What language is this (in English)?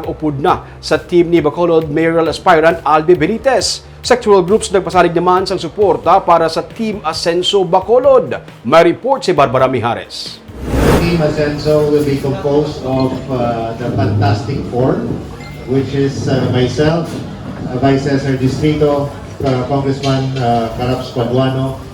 Hiligaynon